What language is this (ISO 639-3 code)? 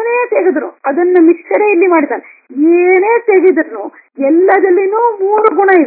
kan